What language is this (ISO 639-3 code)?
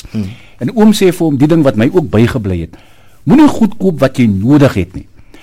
afr